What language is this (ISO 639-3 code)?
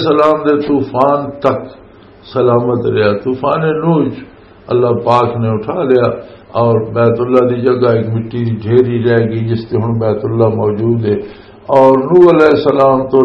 lah